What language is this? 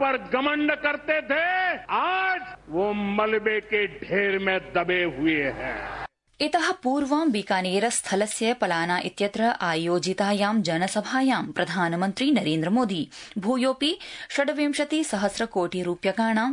Sanskrit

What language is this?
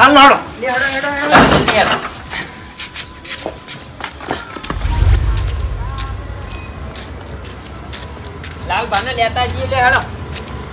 Gujarati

